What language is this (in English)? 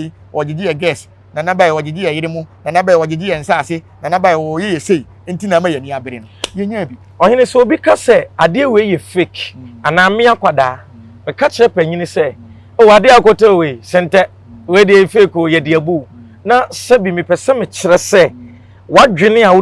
Akan